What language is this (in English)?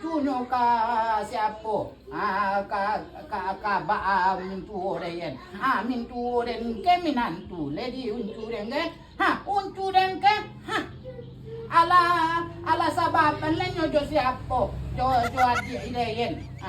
Minangkabau